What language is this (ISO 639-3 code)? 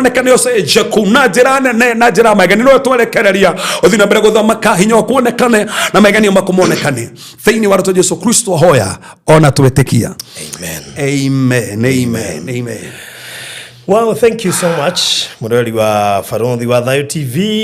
kik